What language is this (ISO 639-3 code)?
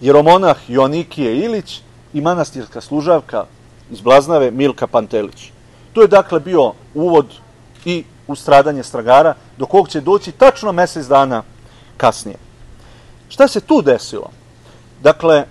srp